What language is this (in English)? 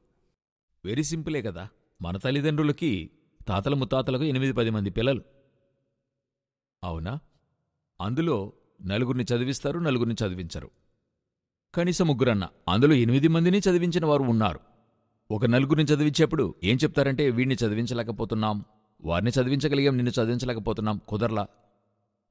Telugu